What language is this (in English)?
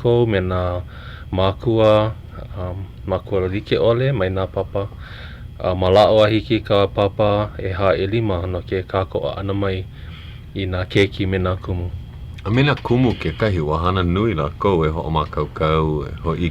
Hawaiian